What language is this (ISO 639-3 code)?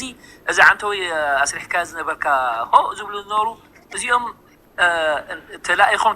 tir